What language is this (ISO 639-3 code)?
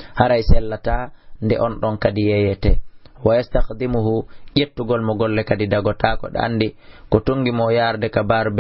ful